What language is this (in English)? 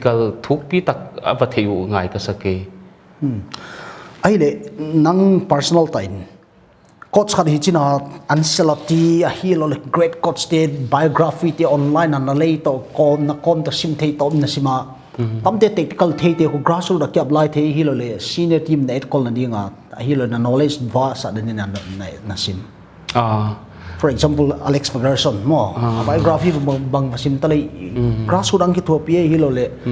Paite Chin